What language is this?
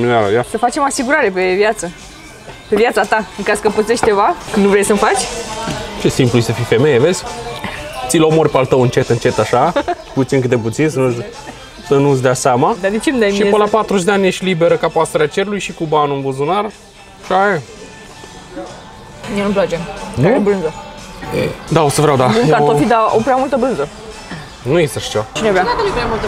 Romanian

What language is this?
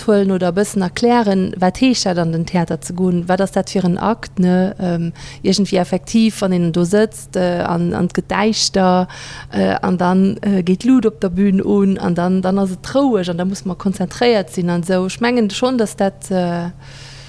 Luxembourgish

